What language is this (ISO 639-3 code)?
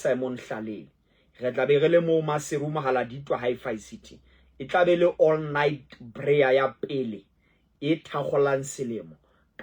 sot